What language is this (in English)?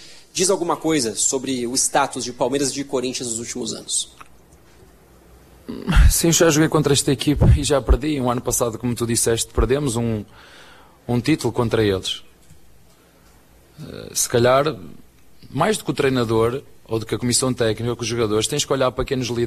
Portuguese